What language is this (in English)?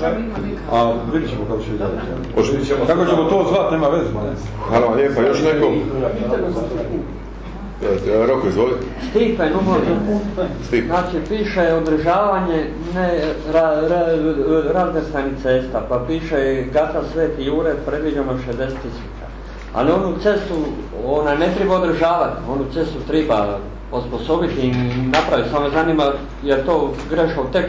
Croatian